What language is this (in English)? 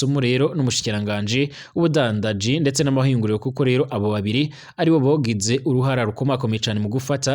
Rundi